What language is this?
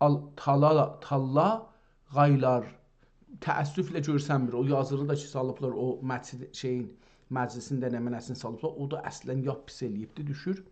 South Azerbaijani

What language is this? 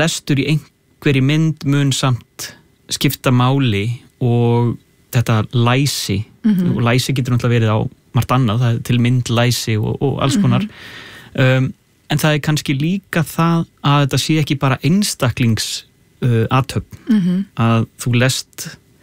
Icelandic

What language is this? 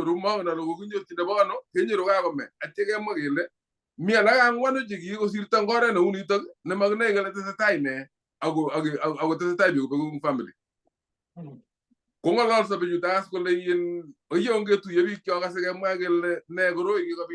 Kalenjin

